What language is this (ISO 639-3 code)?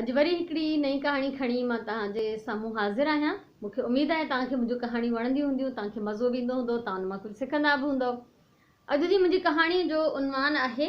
snd